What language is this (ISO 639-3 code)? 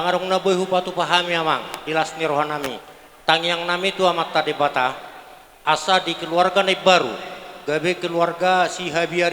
bbc